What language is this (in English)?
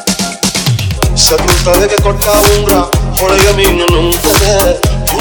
Kannada